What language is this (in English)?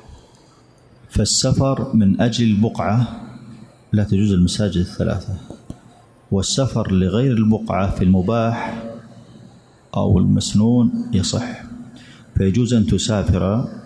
Arabic